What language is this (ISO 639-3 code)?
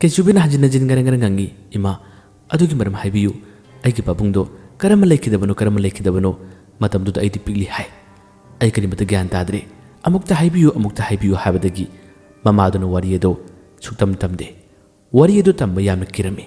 mni